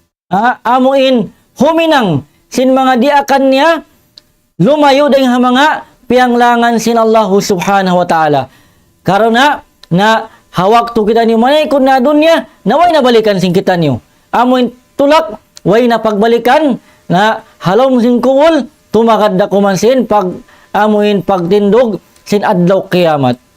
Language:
Tausug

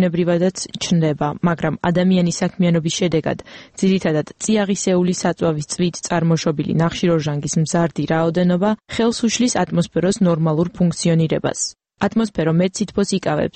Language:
Georgian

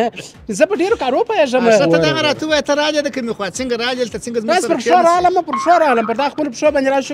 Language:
Pashto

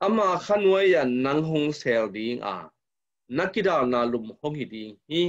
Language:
Tedim Chin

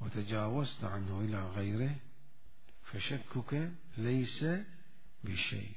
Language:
Mesopotamian Arabic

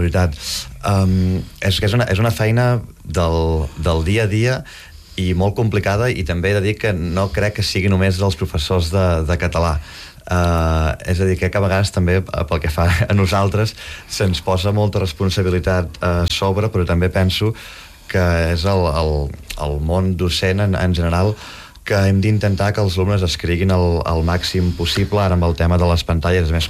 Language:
Catalan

